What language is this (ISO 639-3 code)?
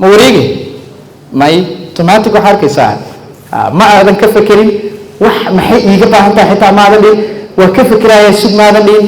som